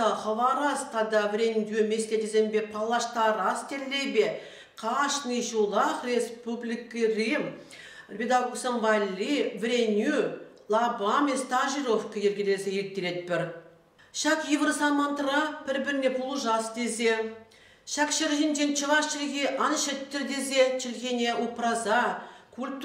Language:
Chuvash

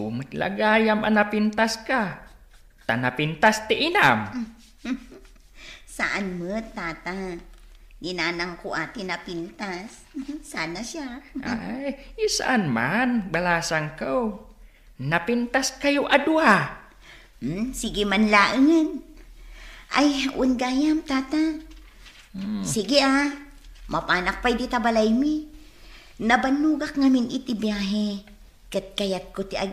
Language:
Iloko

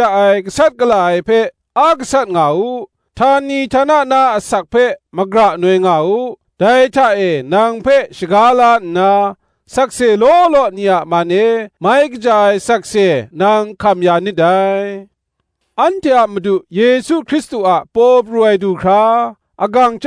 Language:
Kachin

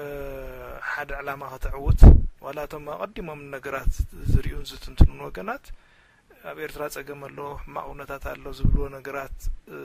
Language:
Tigrinya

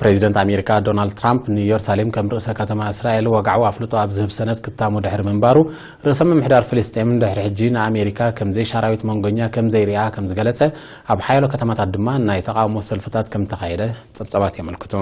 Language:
Tigrinya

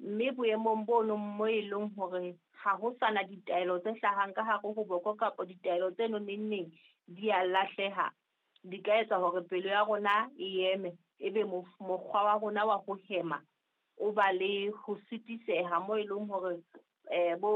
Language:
Southern Sotho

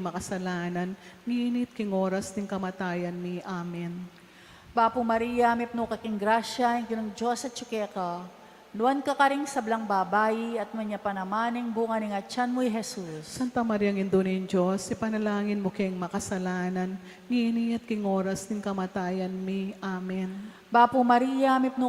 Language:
Pampanga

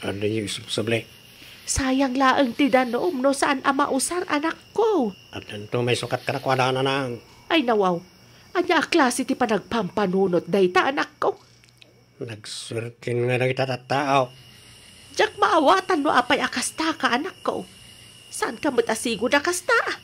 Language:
Iloko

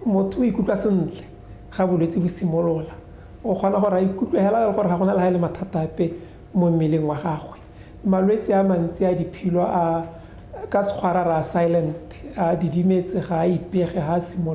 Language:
Tswana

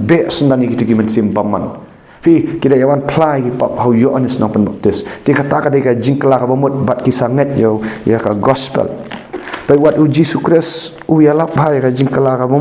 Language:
Khasi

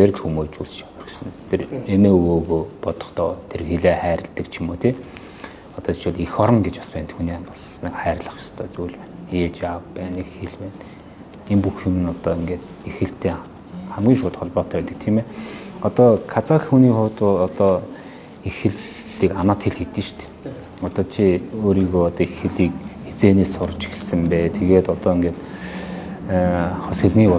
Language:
Mongolian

